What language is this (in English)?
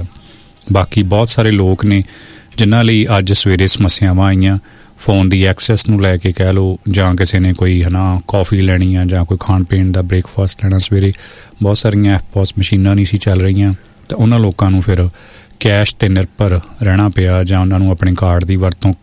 Punjabi